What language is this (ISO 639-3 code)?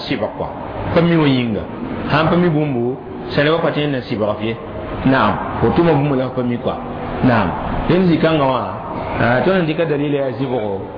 mos